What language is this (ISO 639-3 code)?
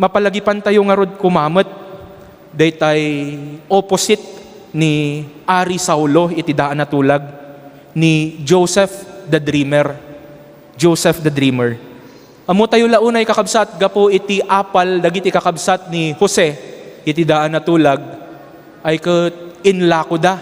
ilo